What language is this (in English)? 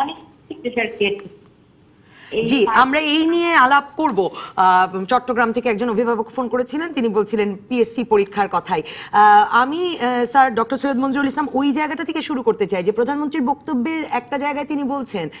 Bangla